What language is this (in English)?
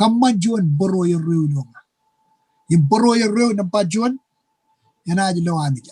Marshallese